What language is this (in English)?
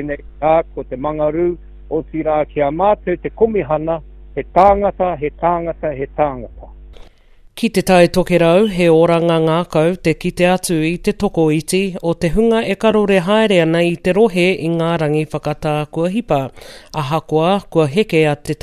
Māori